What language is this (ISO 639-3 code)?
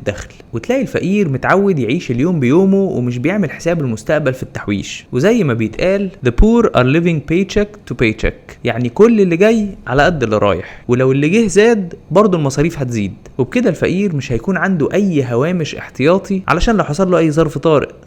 arz